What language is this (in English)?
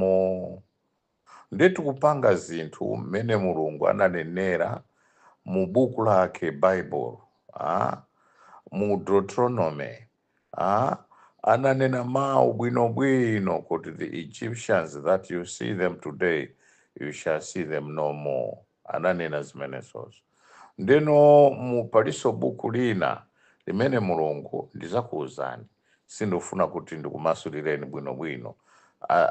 Nyanja